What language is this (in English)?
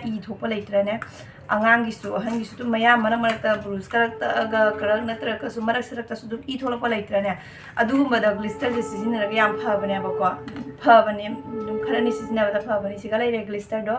Manipuri